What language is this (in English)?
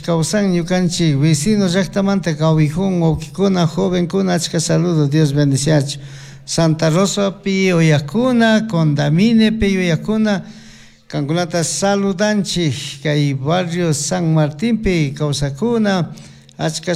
Chimborazo Highland Quichua